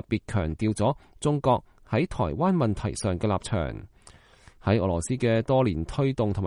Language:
Cantonese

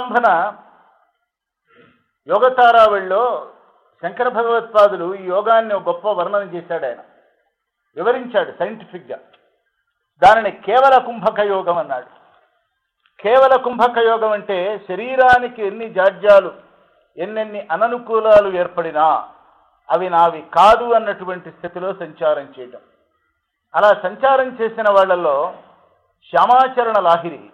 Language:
Telugu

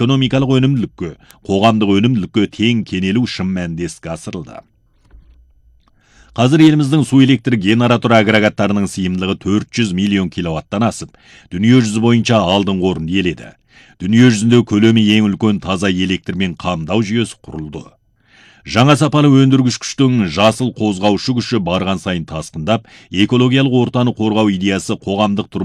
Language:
Kazakh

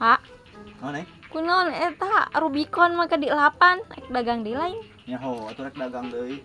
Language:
Sundanese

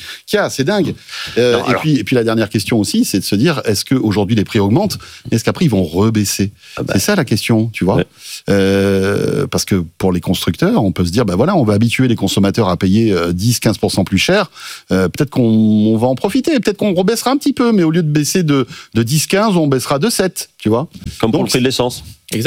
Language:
French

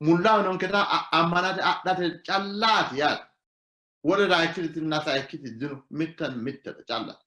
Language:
Sidamo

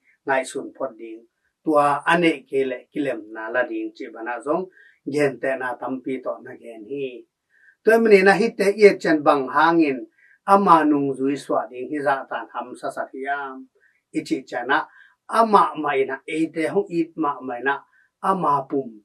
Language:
Tedim Chin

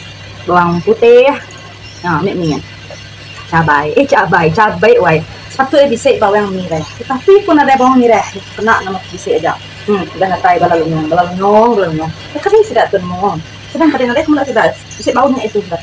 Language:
Iban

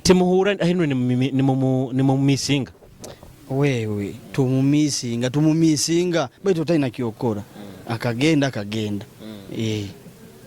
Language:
Nyoro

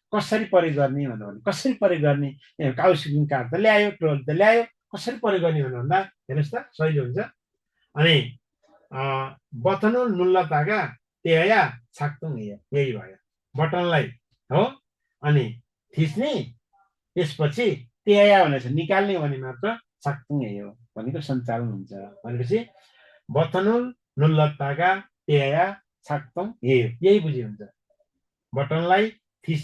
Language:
Nepali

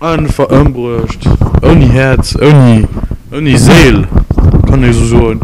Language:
Luxembourgish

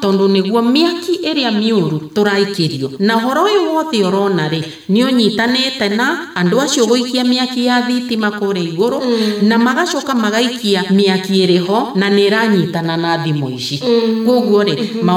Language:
Kikuyu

